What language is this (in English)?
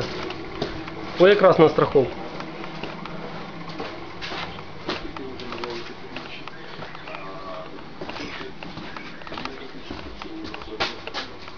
Ukrainian